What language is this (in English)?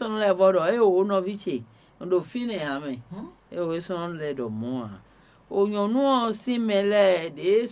Fon